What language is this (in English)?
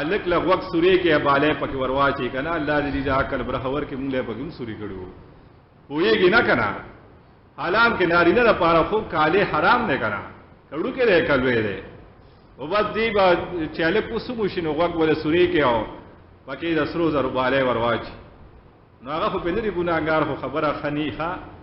Pashto